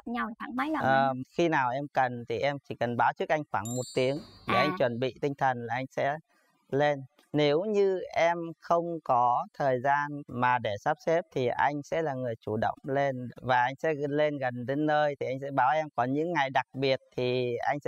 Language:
Vietnamese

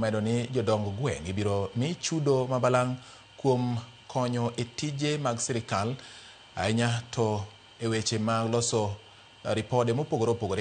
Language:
Luo (Kenya and Tanzania)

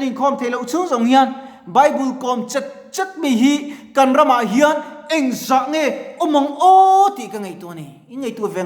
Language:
Mizo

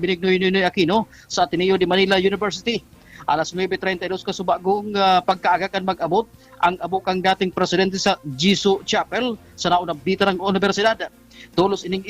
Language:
Bikol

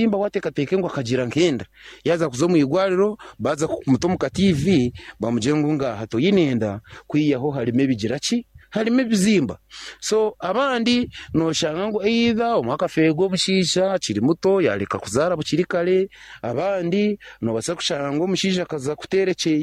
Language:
Nyankole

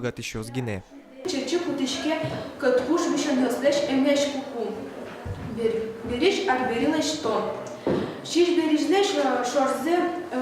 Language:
Udmurt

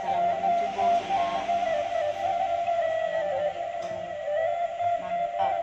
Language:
Minangkabau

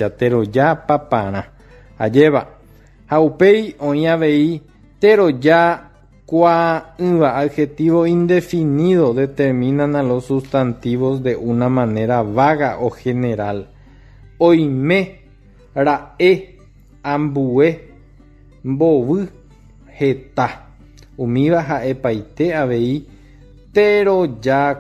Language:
Guarani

